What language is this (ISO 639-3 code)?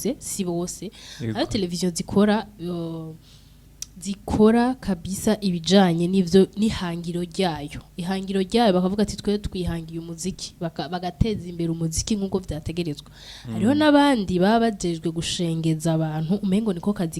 run